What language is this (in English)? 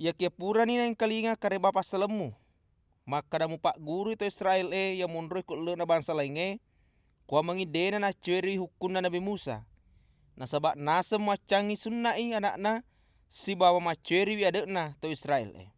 Buginese